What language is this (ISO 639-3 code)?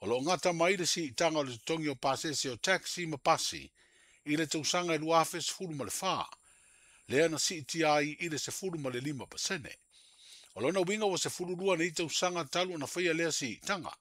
smo